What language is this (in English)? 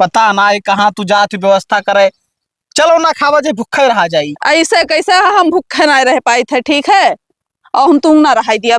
Awadhi